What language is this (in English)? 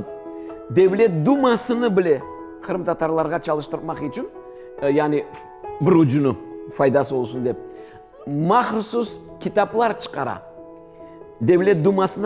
Crimean Tatar